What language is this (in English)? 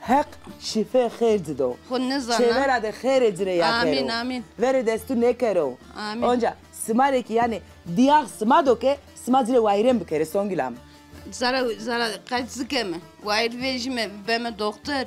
Zaza